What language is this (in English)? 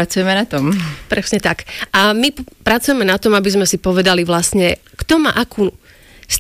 Slovak